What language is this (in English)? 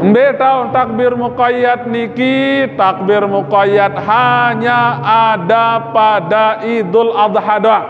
Sasak